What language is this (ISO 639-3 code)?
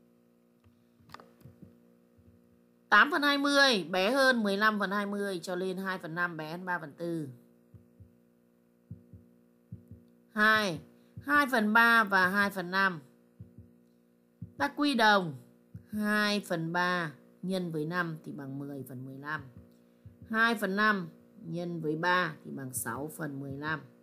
vie